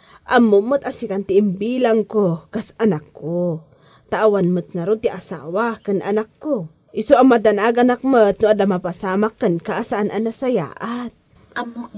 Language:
Iloko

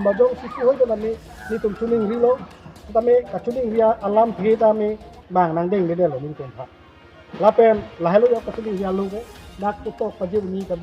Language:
Karbi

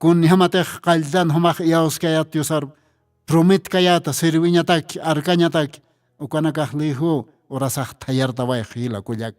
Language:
Aymara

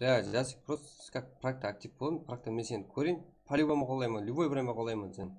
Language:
Kara-Kalpak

